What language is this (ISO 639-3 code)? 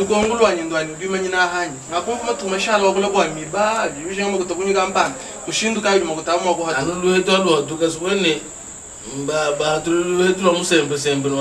lua